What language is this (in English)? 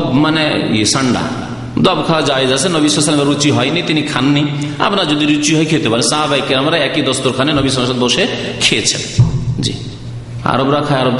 Bangla